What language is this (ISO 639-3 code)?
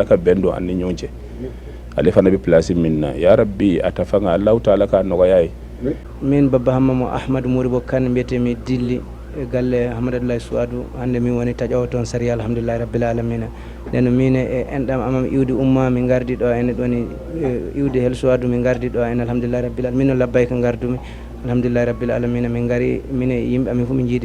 bam